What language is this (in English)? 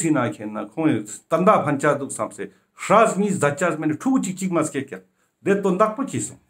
Ladakhi